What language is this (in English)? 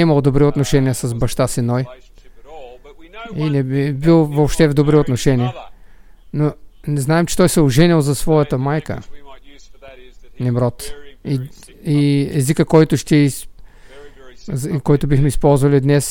Bulgarian